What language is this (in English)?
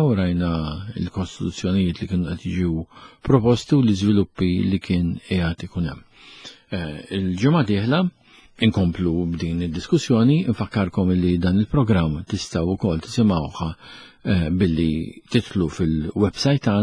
Maltese